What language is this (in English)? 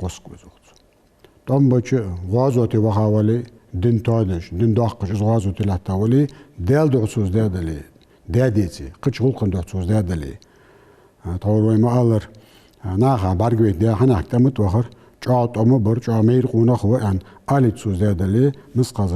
Ingush